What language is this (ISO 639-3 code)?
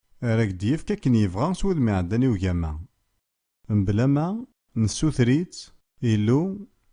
kab